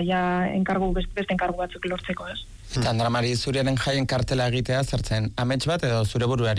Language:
Basque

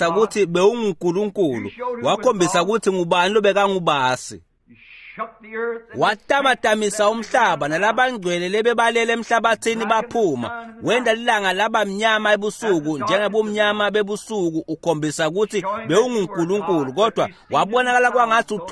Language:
Swati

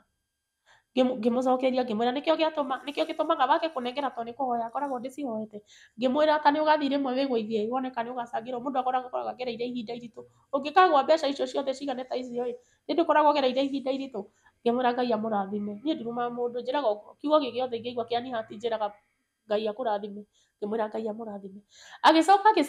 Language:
Kikuyu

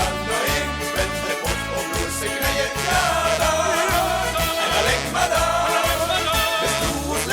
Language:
Limburgish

